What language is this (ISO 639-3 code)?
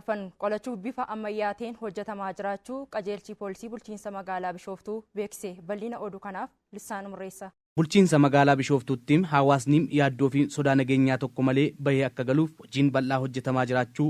orm